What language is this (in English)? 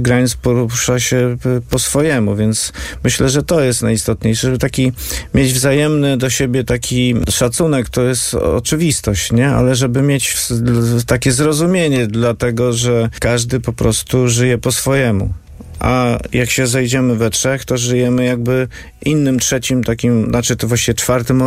Polish